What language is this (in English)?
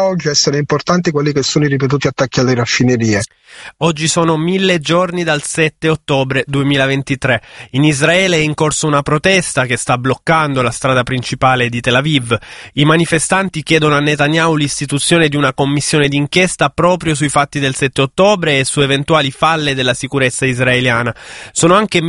Italian